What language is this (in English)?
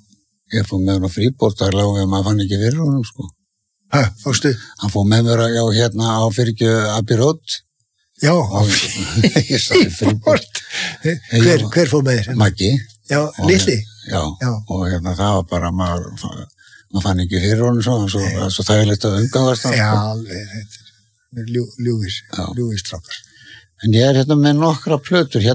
Icelandic